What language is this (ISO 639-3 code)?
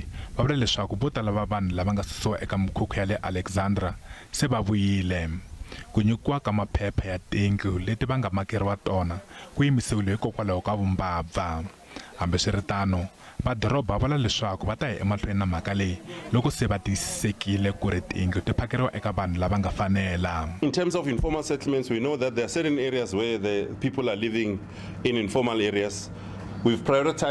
tso